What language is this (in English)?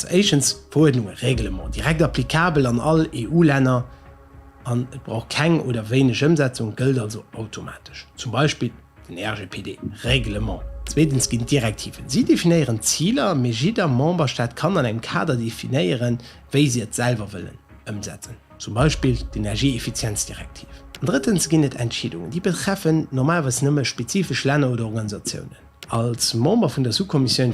Luxembourgish